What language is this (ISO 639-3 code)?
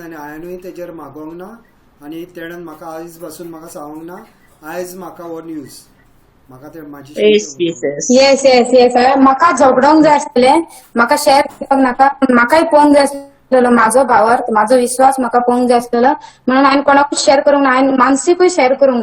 kok